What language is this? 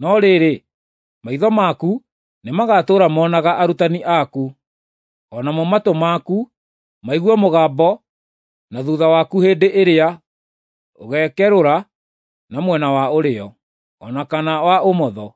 Kikuyu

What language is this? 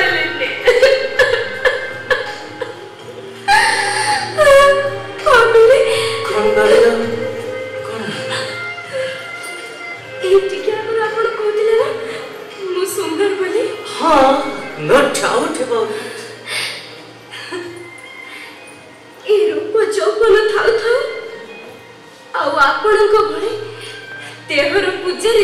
Odia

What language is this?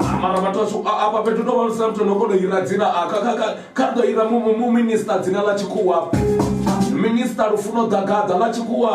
Venda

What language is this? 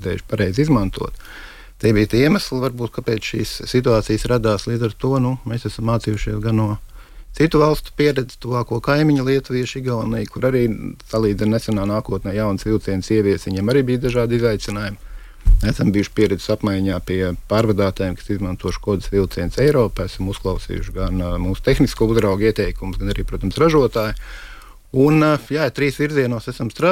Latvian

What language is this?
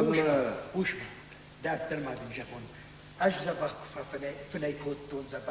Ossetic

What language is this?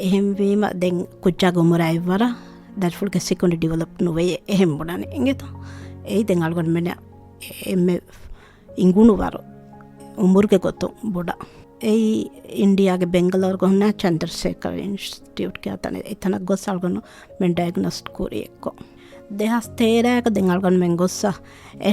Divehi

